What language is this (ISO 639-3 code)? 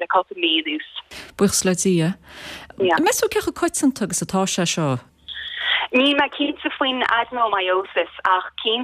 gle